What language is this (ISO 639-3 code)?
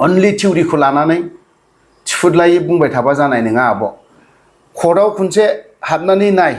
brx